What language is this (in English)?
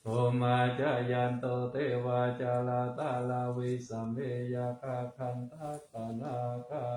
Pali